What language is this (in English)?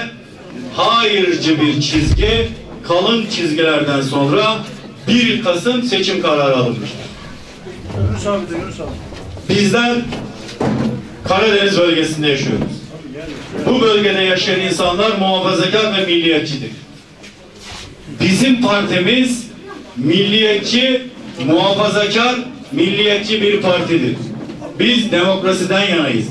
Turkish